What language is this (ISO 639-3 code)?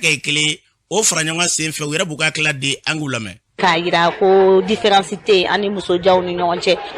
bam